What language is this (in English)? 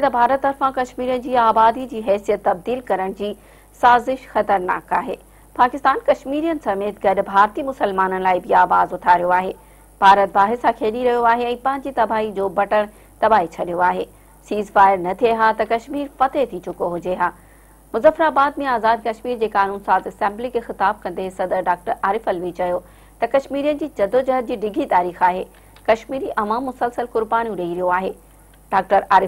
Sindhi